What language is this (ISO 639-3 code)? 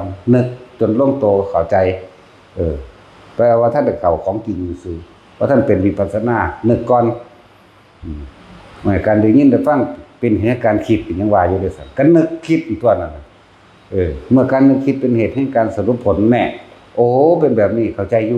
tts